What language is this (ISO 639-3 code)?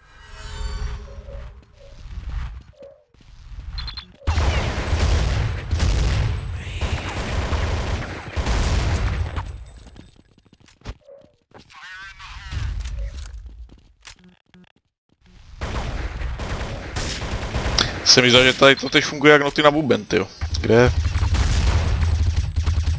ces